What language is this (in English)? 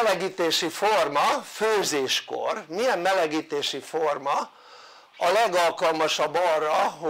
Hungarian